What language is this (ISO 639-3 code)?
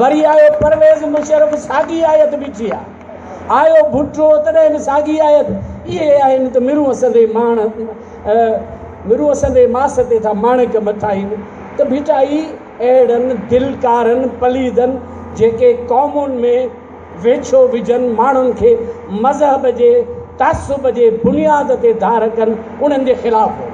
snd